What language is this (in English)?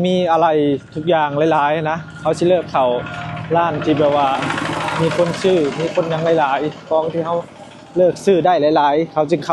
Lao